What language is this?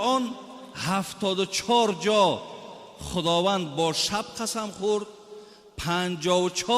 Tajik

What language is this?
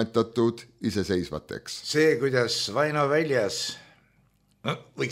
Estonian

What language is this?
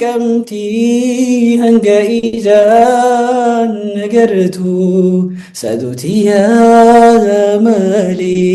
Oromo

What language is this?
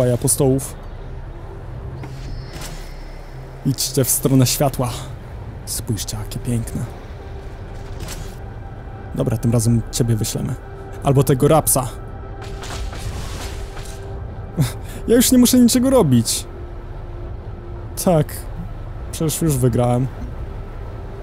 Polish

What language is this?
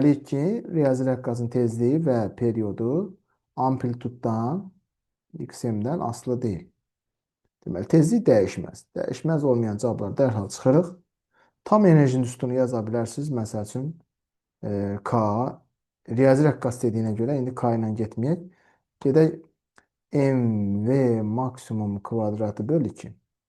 Azerbaijani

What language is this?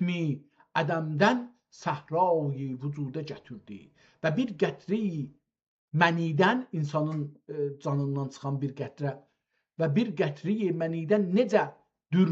South Azerbaijani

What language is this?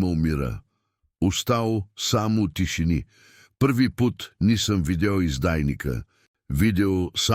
Serbian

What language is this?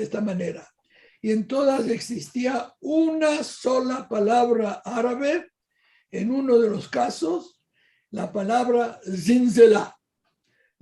Ladino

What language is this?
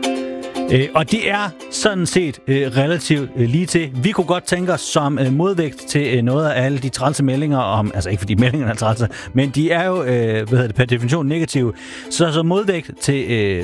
Danish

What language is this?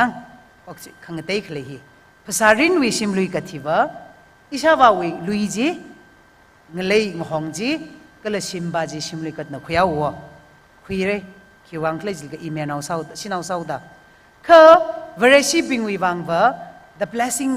Tangkhul Naga (India)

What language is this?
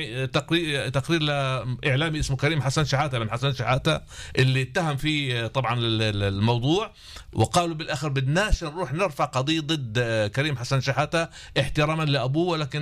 North Levantine Arabic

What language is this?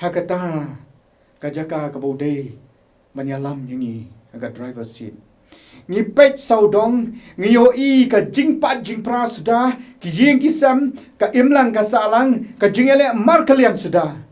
Khasi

